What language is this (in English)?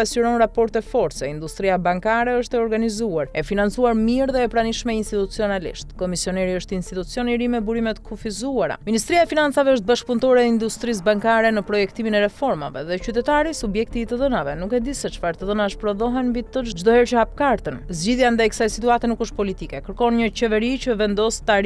Albanian